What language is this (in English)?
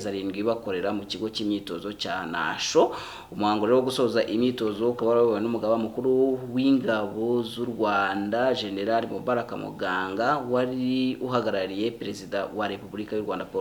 Kinyarwanda